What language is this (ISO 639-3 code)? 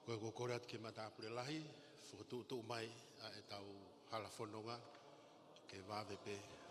ton